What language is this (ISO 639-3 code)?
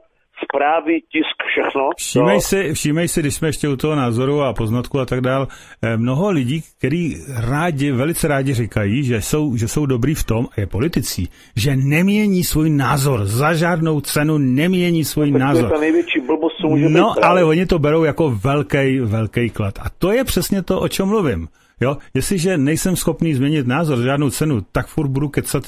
ces